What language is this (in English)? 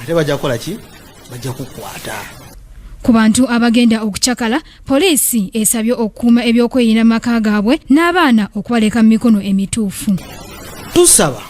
Ganda